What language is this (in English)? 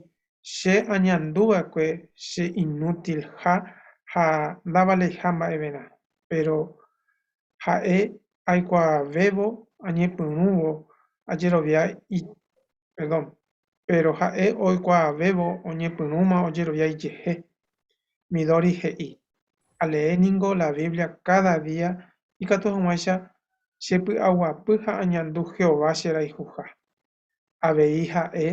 Guarani